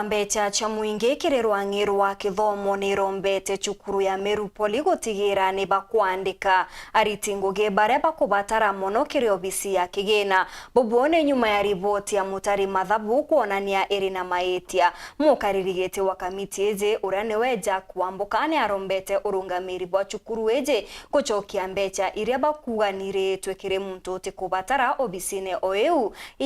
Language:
Meru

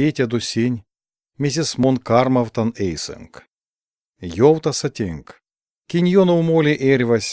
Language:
Erzya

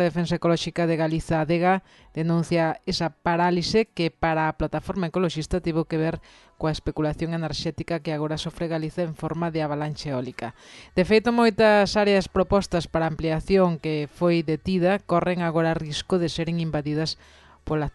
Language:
Galician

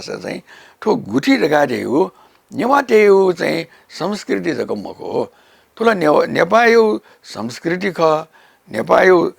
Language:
Newari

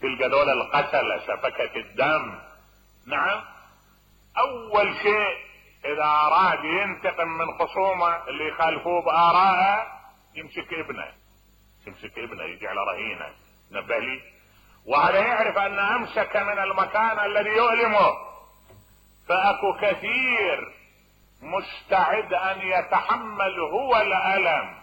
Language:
Mesopotamian Arabic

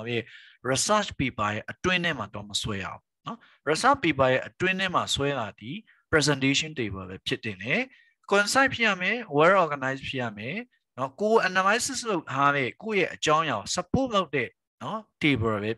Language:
Burmese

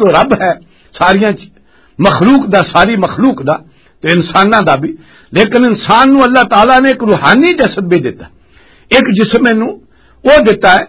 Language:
Western Panjabi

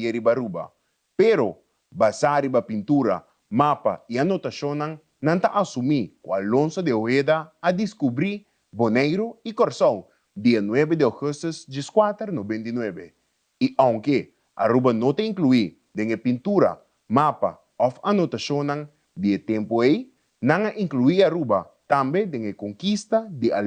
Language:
Papiamento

